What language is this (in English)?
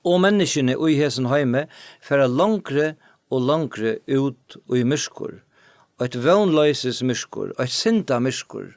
Faroese